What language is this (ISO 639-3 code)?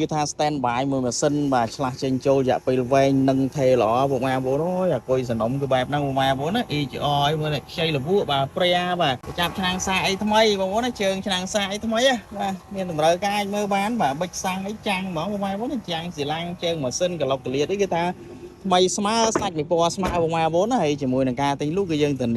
khm